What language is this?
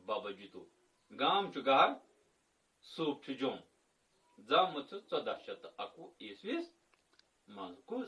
Kashmiri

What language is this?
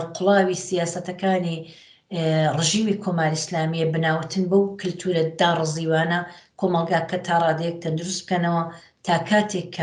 Central Kurdish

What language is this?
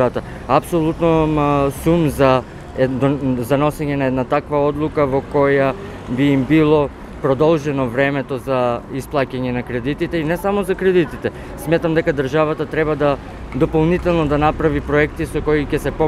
Macedonian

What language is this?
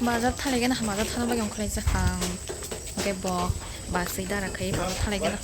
Kok Borok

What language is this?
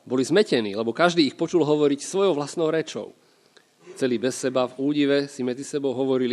Slovak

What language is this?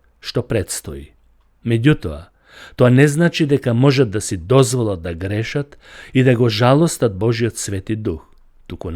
Macedonian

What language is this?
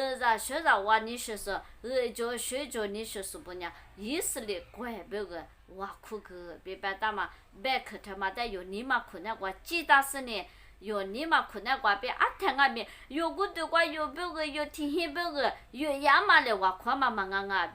Lisu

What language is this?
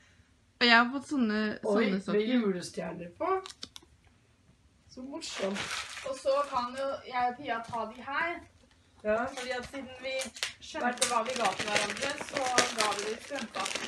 Norwegian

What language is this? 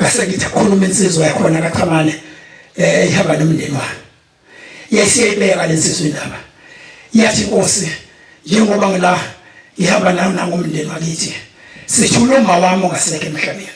Zulu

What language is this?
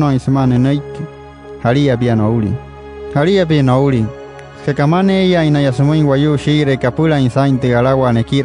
Wayuu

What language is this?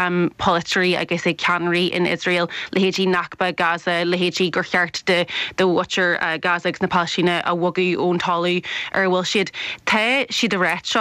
Irish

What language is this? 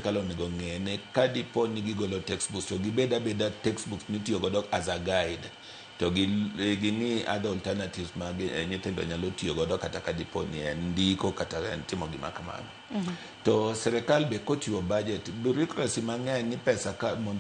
Luo (Kenya and Tanzania)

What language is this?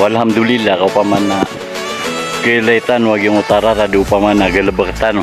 Maranao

